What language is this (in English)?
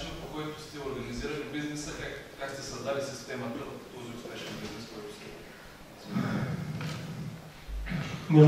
Bulgarian